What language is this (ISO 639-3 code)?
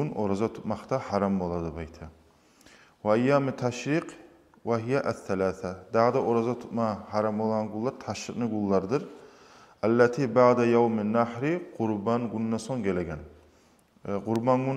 kum